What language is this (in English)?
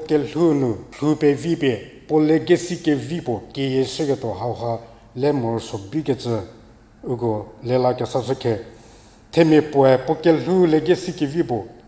Angami Naga